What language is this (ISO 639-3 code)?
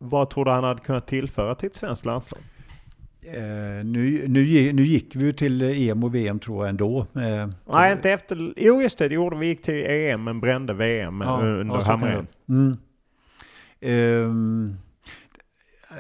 swe